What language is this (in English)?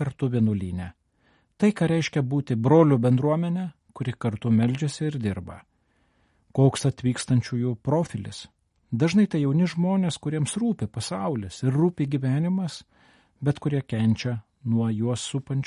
Lithuanian